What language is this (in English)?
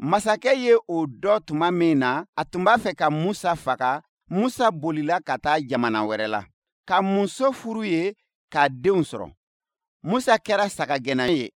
Bambara